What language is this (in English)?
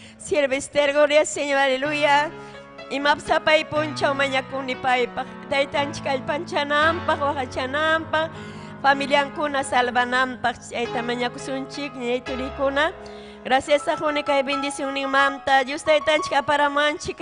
Ayacucho Quechua